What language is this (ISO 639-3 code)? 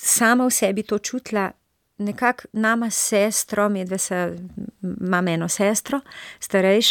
slv